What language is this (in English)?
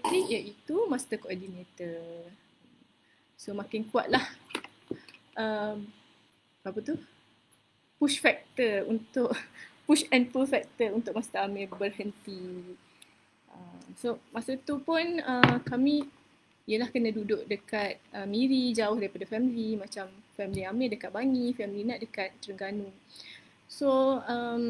Malay